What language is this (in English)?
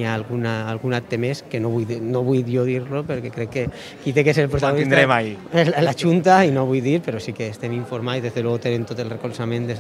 Catalan